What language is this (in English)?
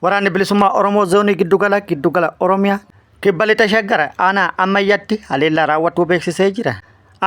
Oromo